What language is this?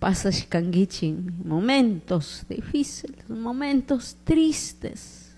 Chimborazo Highland Quichua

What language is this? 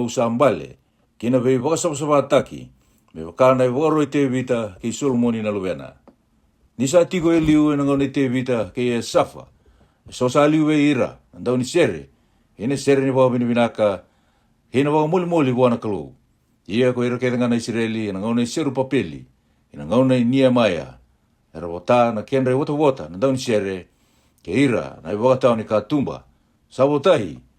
Fijian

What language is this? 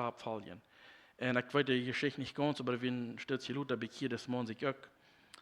Plautdietsch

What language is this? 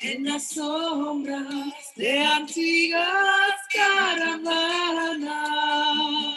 Ladino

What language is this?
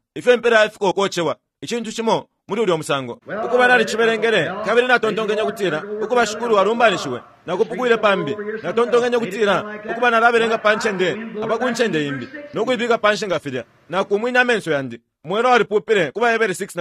Bemba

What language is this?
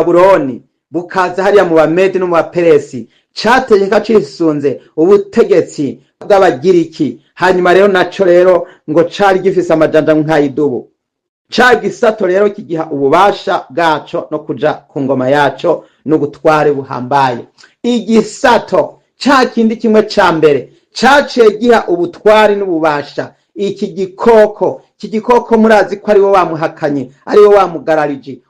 Rundi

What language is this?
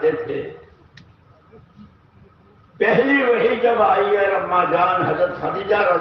Urdu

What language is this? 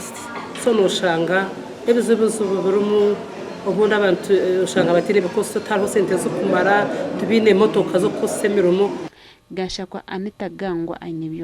Nyankole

